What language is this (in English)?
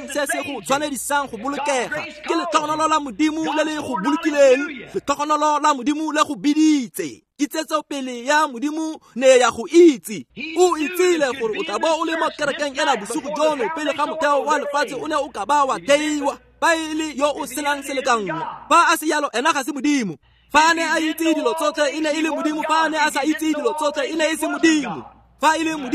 Tswana